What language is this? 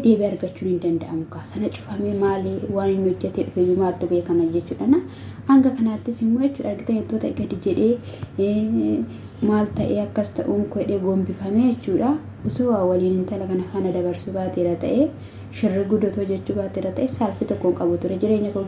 Oromo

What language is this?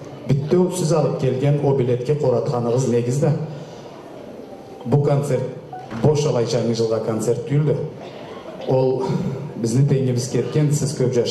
Kazakh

